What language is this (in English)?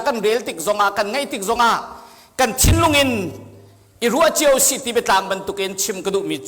Hakha Chin